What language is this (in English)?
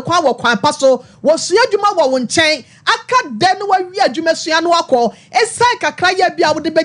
Akan